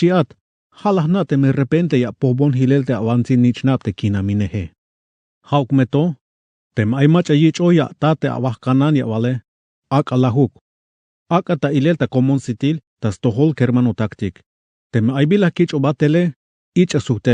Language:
Tzeltal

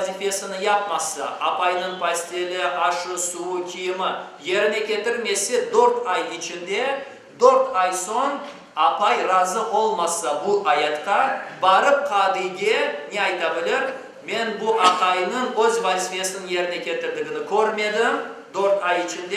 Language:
Crimean Tatar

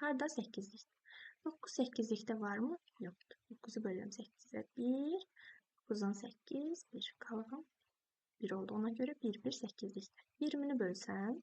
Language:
Azerbaijani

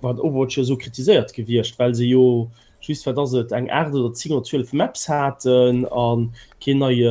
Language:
Luxembourgish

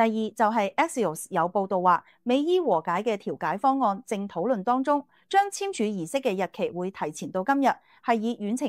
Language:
Cantonese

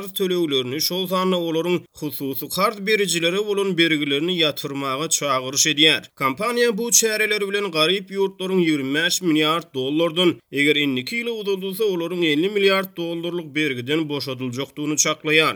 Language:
Turkmen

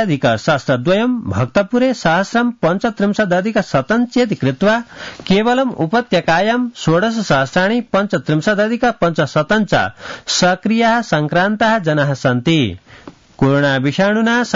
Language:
Sanskrit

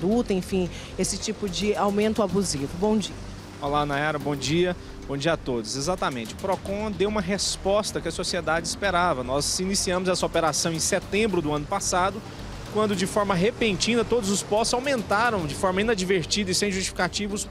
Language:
Portuguese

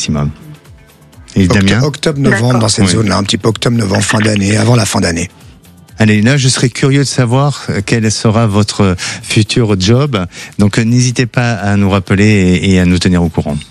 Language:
French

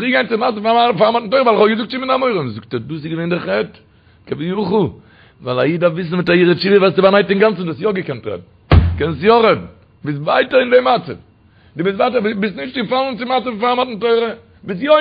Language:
Yiddish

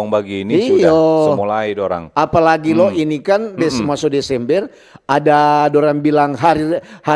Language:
Manado Malay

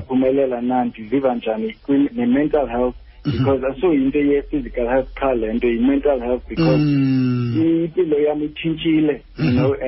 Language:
Xhosa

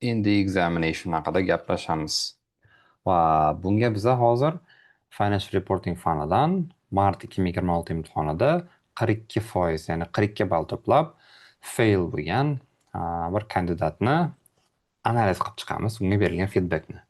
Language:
Uzbek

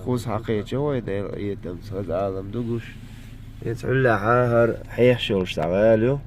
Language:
Chechen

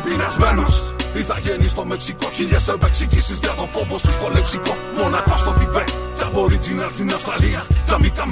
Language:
Greek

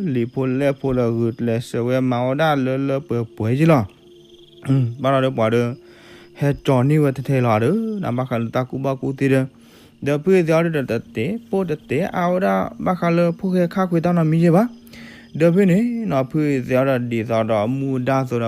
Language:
S'gaw Karen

